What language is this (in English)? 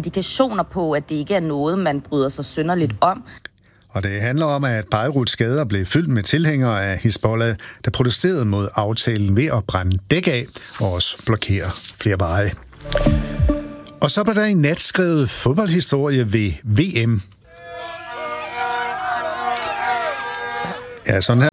Danish